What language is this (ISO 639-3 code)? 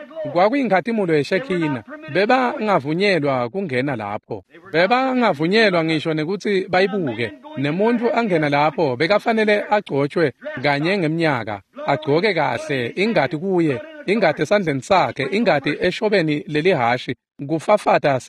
ssw